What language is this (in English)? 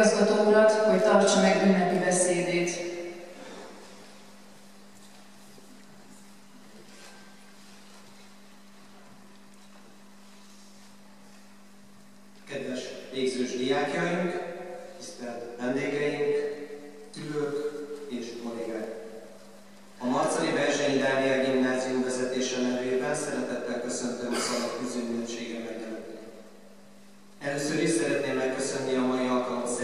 Hungarian